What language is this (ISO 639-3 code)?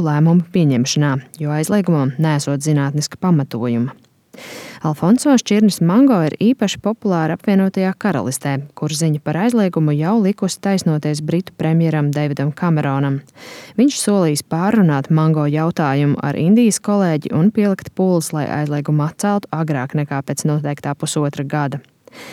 lav